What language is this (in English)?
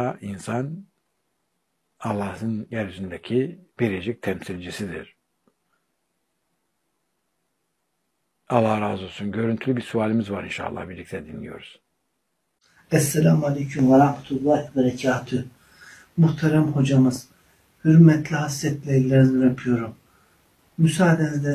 Turkish